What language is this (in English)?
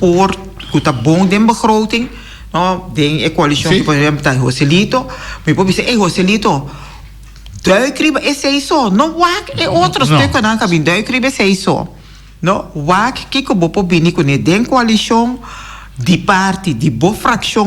Papiamento